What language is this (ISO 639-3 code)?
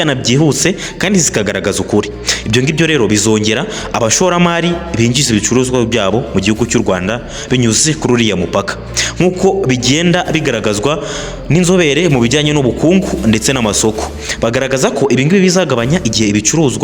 kin